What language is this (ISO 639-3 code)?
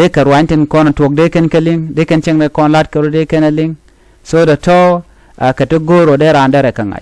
nus